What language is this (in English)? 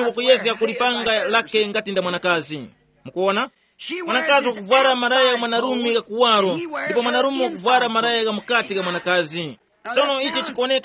Tumbuka